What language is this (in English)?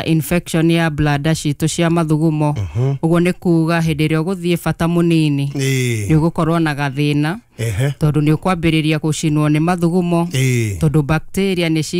Kikuyu